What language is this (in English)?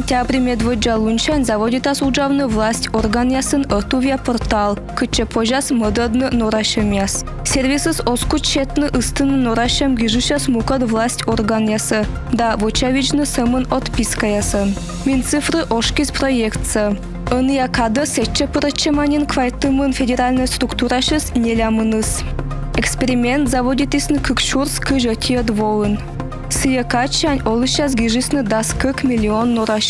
Komi